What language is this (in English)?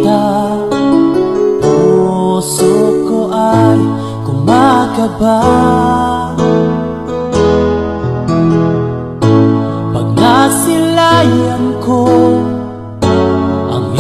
Filipino